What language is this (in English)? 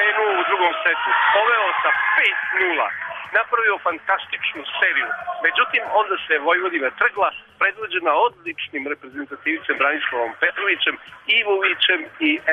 Serbian